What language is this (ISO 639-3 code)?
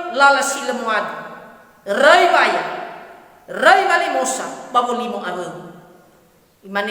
nia